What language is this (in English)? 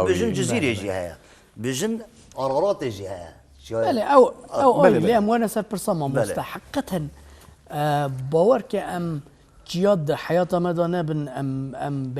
Kurdish